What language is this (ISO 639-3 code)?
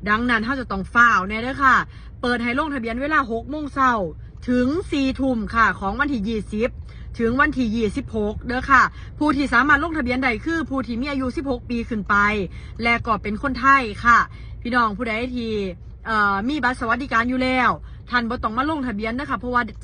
tts